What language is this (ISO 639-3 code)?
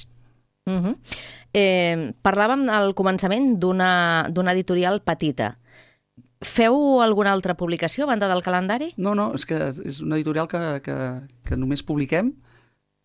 cat